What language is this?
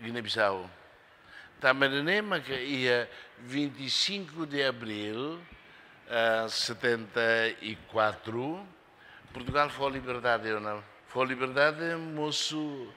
Tetum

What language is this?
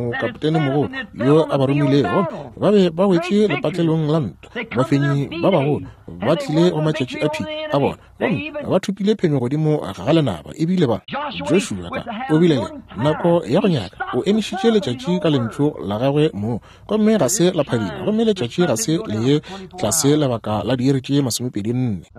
Northern Sotho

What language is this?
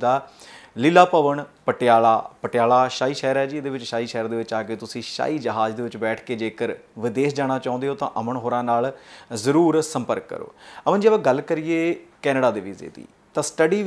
Punjabi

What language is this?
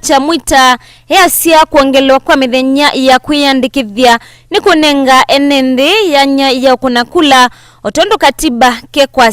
Kamba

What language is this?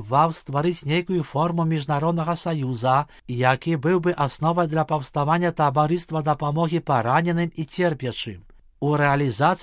Belarusian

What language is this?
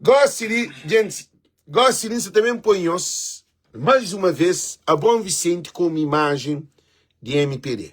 Kabuverdianu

